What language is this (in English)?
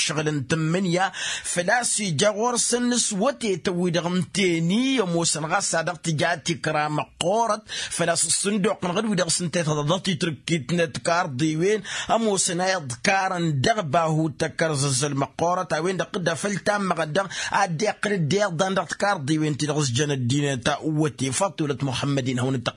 Tamasheq